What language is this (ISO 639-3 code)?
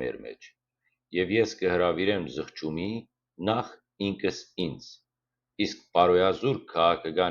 hyw